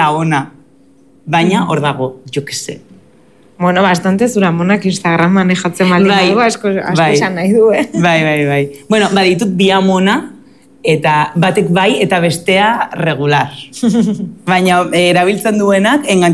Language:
Basque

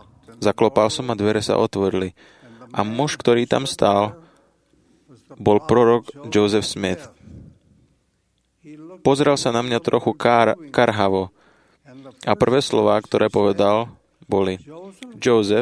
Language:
Slovak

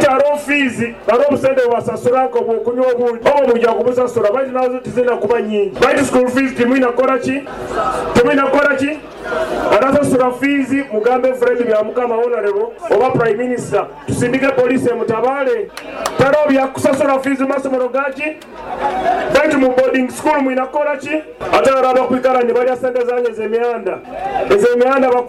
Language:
Nyoro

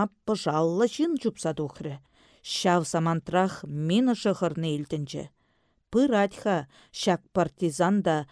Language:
Chuvash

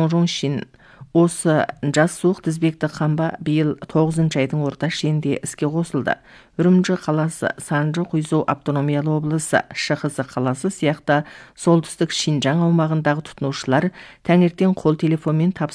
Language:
Kazakh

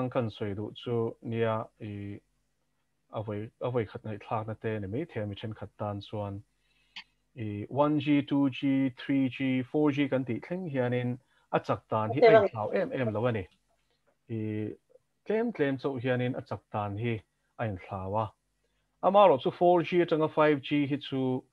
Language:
Mizo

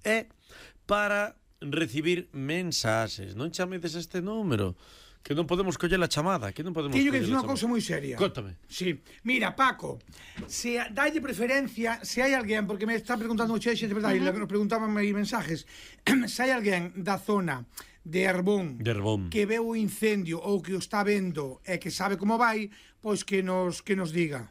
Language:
Galician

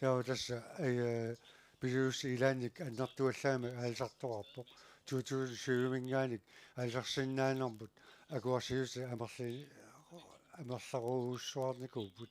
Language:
Kalaallisut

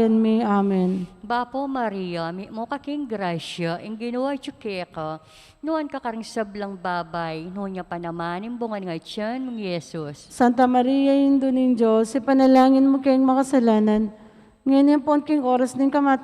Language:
Pampanga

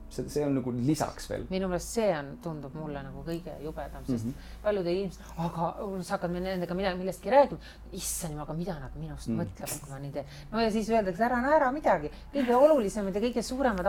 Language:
Estonian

